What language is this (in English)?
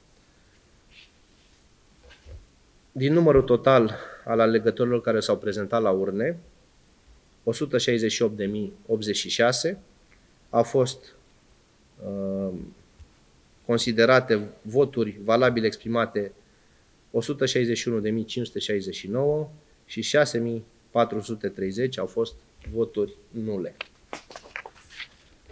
Romanian